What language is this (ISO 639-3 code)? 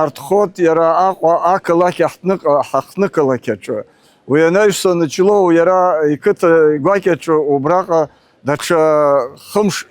abk